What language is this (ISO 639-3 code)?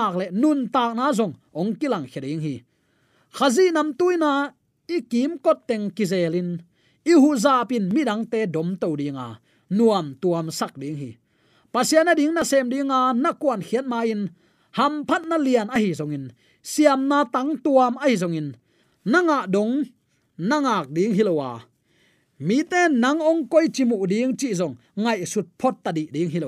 ctd